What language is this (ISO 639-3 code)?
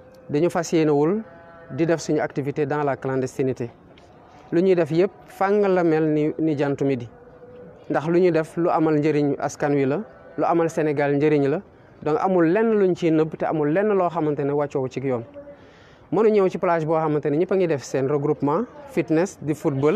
wol